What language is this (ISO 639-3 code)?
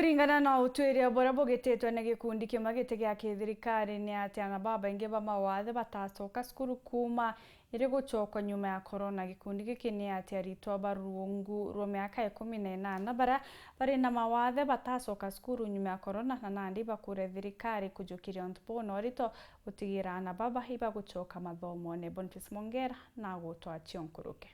mer